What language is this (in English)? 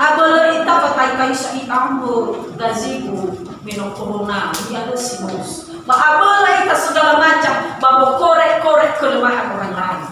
Nias